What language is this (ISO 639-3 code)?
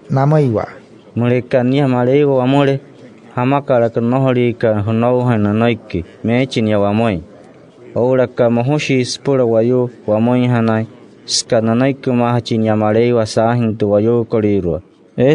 guc